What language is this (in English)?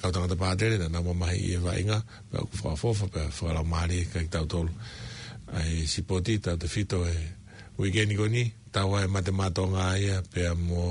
Tongan